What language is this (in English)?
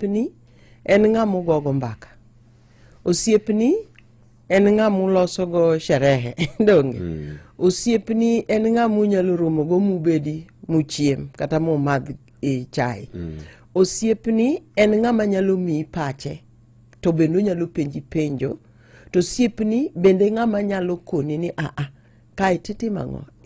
Luo (Kenya and Tanzania)